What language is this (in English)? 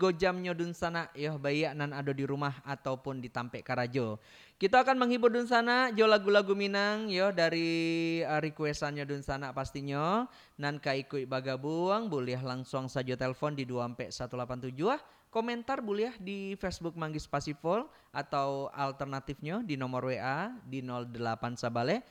Minangkabau